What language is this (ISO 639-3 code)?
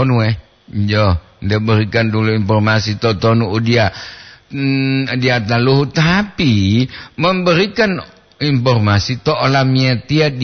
gor